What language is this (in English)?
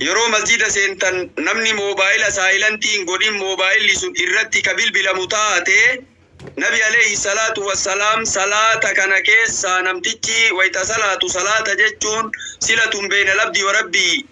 Oromo